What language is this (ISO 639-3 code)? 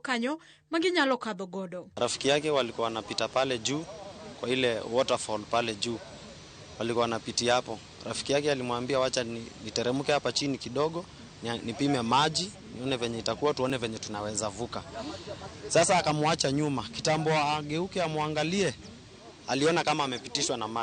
luo